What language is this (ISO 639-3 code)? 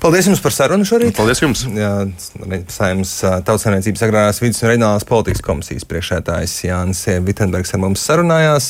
lav